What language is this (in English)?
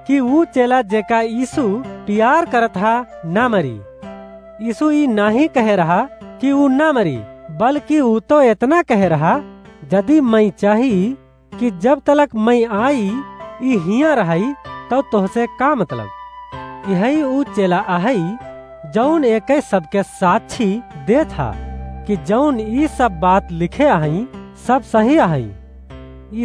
Awadhi